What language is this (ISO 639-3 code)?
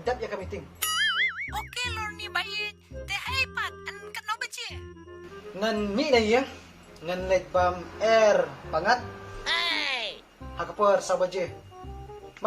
kha